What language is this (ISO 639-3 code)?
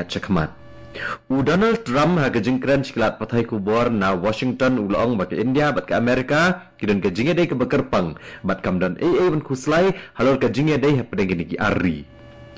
kha